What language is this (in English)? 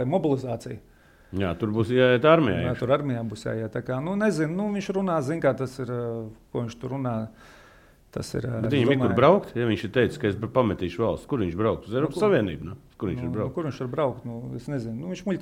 Latvian